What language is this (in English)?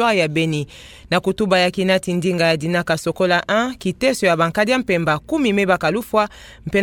Kituba (Democratic Republic of Congo)